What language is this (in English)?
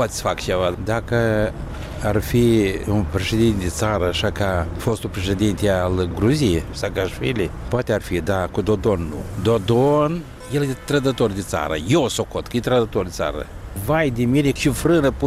Romanian